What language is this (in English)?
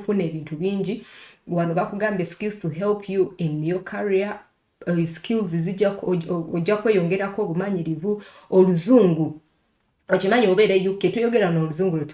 Ganda